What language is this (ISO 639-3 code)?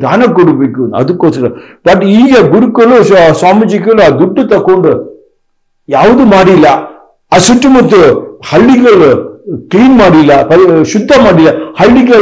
kan